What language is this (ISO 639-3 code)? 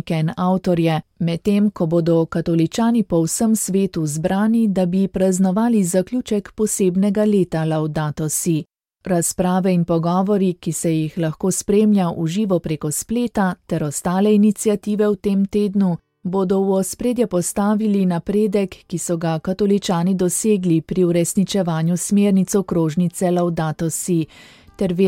slv